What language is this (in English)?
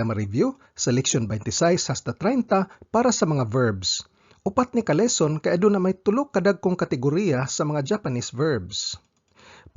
Cebuano